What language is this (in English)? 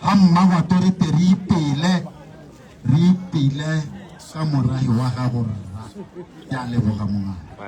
Tswana